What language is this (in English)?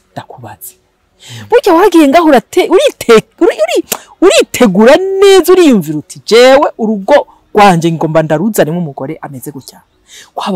Rundi